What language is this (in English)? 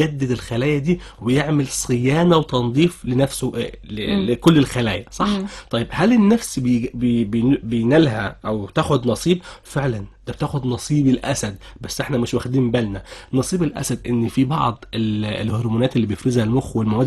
Egyptian Arabic